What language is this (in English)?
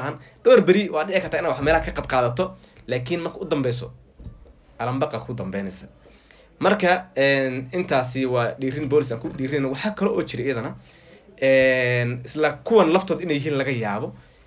Somali